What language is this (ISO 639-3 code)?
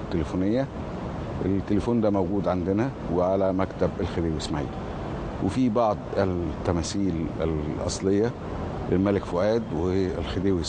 arz